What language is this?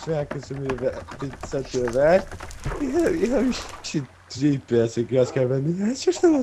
Faroese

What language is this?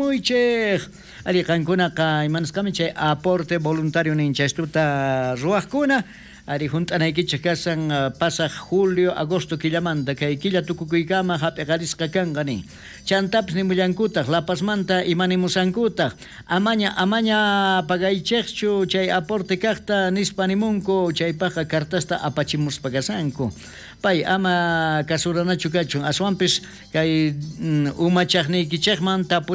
South Bolivian Quechua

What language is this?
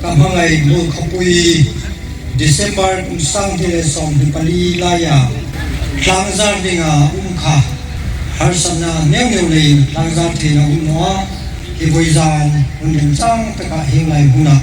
Hmar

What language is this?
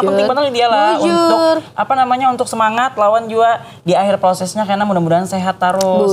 Banjar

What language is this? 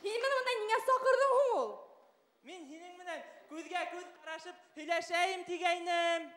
Bashkir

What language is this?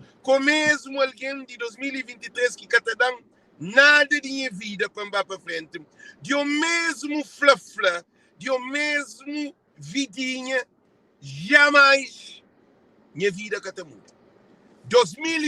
Kabuverdianu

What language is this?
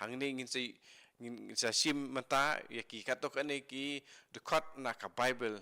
Khasi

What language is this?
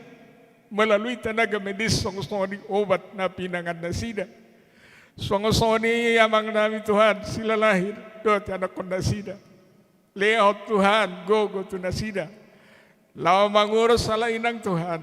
Batak Toba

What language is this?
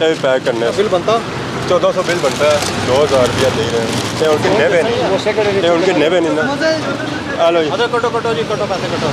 Pahari-Potwari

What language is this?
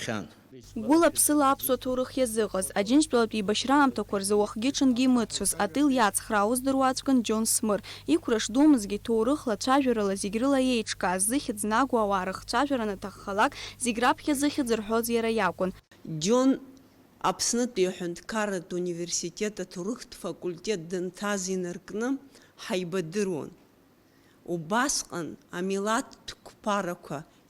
Abkhazian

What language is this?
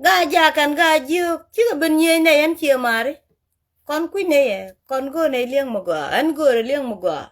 Nuer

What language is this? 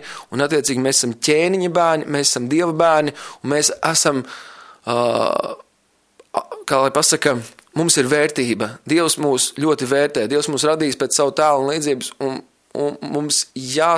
Latvian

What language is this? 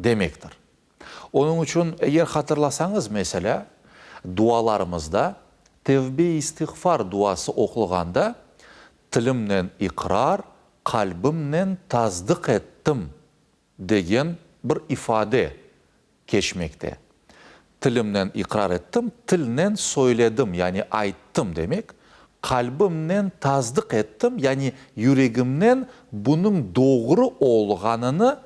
Crimean Tatar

